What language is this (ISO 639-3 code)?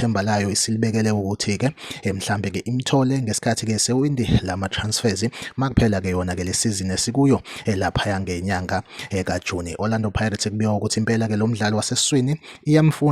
zul